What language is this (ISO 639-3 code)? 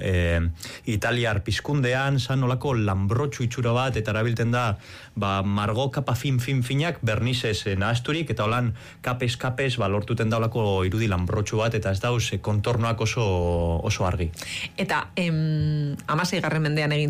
eus